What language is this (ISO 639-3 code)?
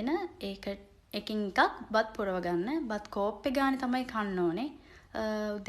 sin